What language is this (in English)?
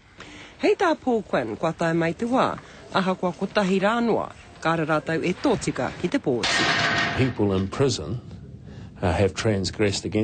Māori